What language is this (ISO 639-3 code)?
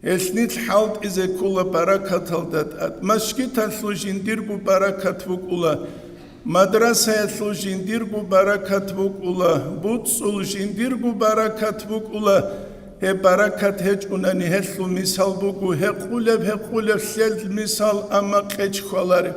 ava